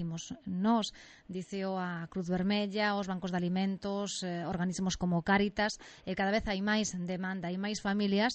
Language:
Galician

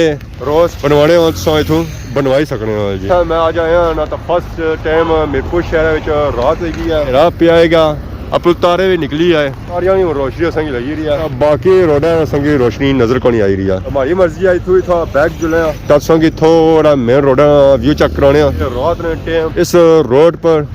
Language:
Pahari-Potwari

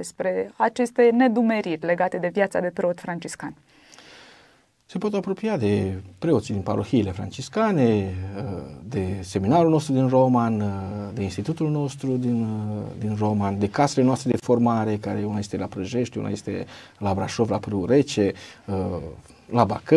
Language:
Romanian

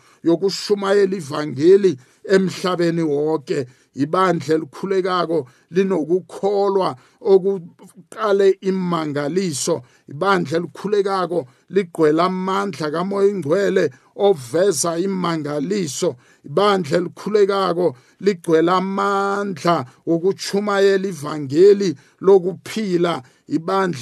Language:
South Ndebele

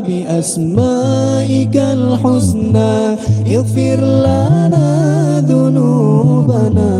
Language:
Achinese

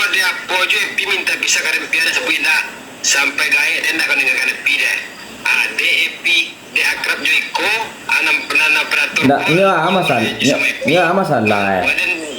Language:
Minangkabau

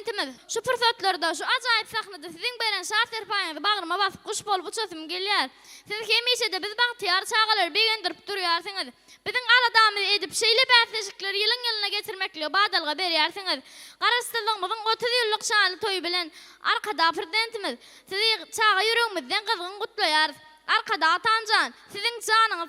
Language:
Turkmen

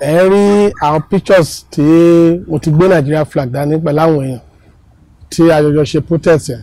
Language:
Yoruba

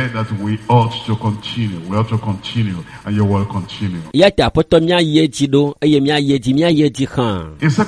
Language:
Ewe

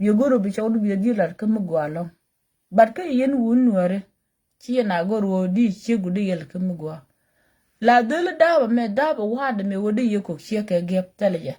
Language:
Nuer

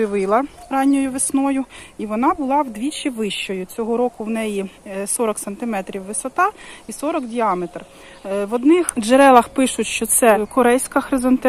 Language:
Ukrainian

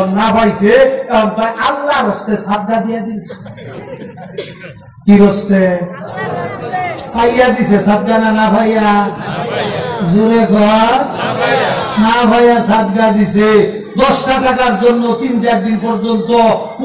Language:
Bangla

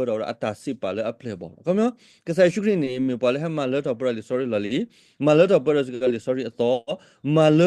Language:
S'gaw Karen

